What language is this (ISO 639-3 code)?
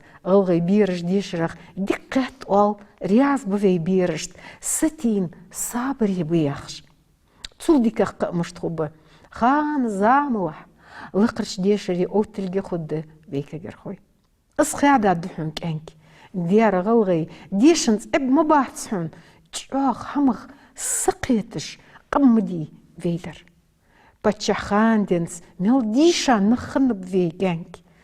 inh